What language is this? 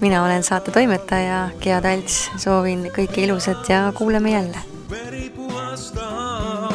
Estonian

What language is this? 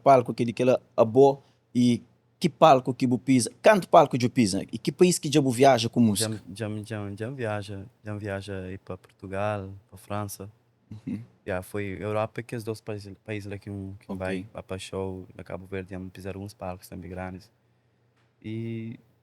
Kabuverdianu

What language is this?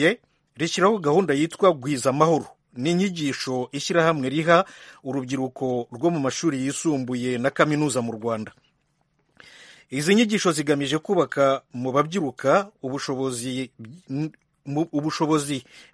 Kinyarwanda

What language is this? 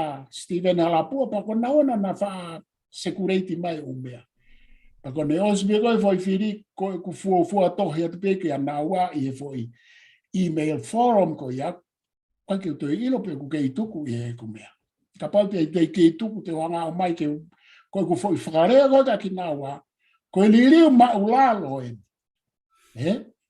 Tongan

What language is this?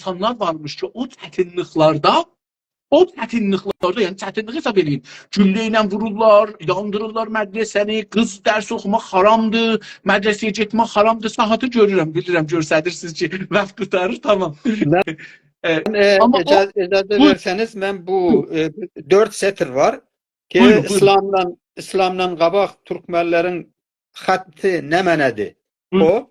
South Azerbaijani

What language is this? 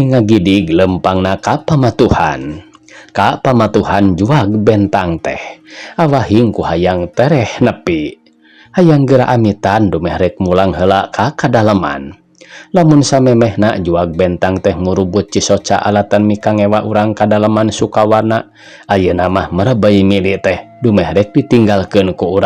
Sundanese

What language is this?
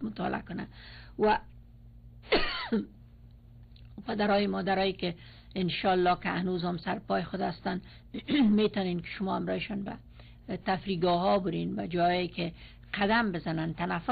Persian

